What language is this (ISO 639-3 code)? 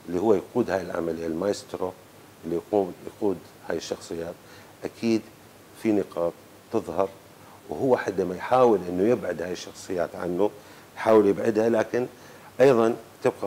apc